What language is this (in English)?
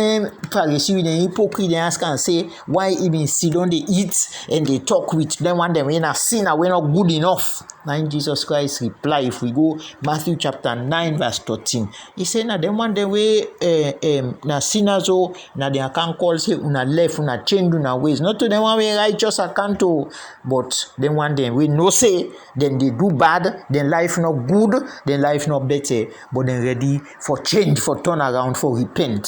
Krio